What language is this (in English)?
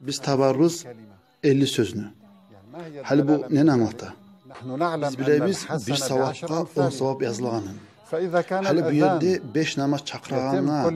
Kumyk